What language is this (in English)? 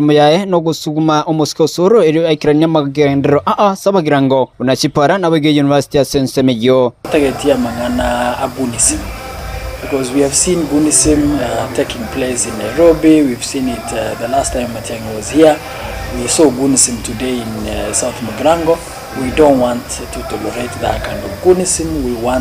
Gusii